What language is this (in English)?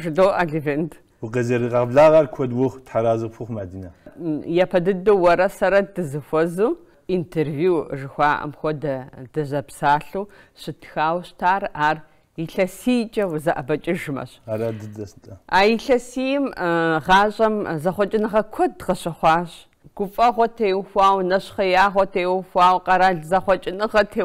Kabardian